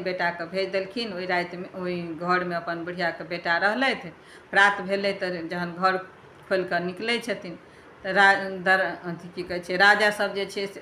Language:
Maithili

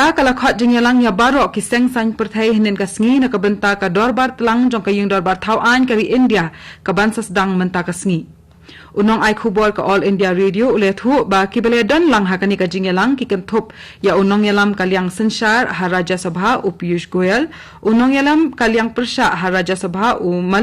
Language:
Khasi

